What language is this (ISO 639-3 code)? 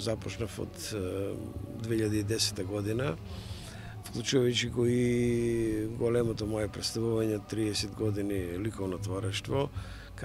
mkd